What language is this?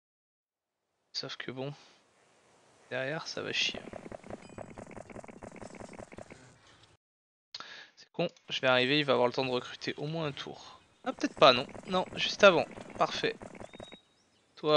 French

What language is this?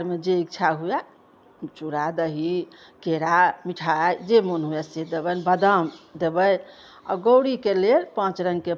Maithili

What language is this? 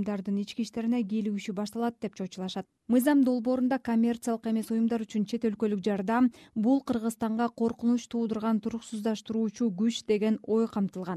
Kyrgyz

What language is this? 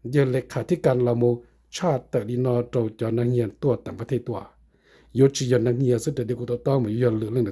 Hmong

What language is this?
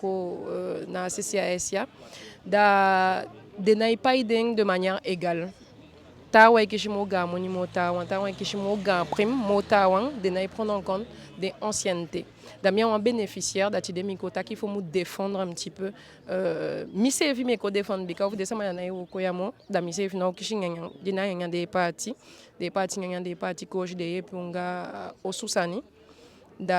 Eastern Maroon Creole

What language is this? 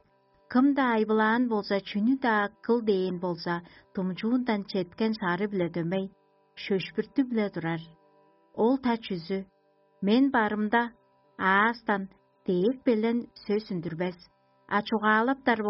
Tuvinian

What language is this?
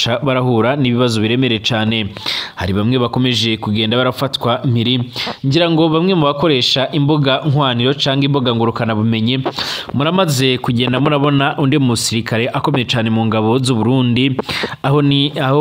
Rundi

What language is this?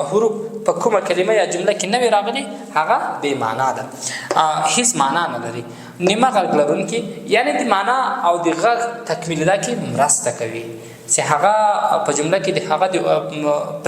Pashto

